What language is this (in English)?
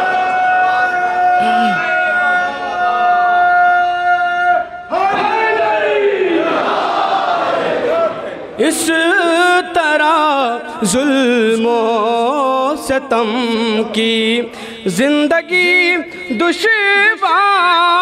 Urdu